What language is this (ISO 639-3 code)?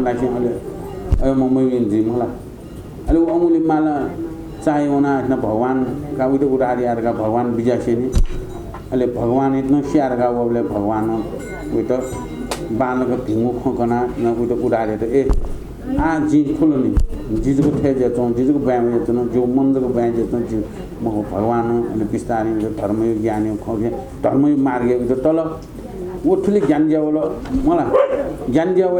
new